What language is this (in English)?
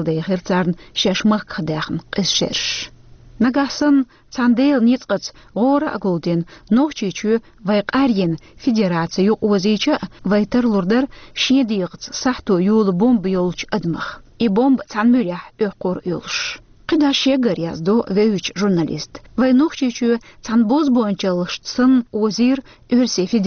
Chechen